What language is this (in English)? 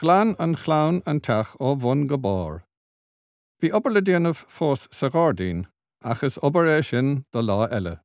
Irish